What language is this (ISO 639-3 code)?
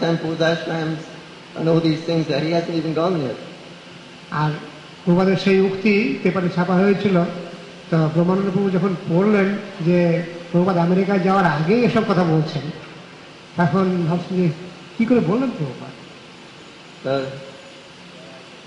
ben